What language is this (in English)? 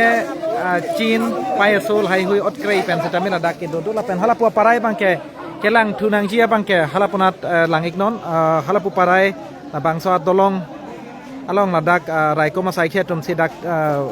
Karbi